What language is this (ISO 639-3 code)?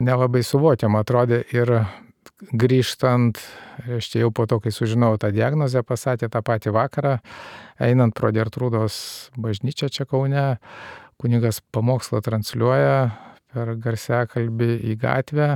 lit